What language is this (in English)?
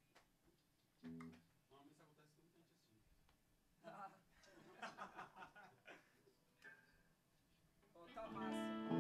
Portuguese